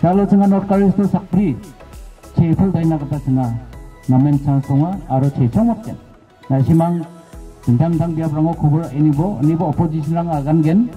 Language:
Garo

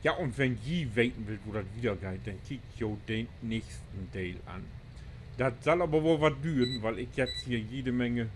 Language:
Low German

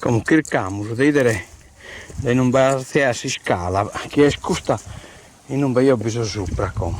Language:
Sardinian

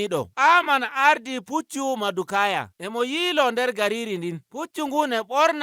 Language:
Nigerian Fulfulde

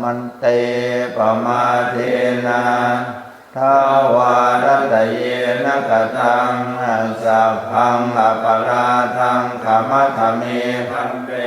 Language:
Pali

